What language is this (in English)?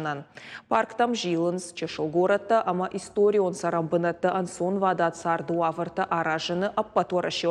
Ossetic